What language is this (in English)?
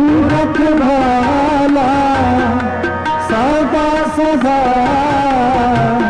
Hindi